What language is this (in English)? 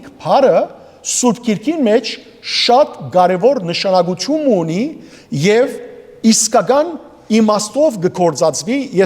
Western Armenian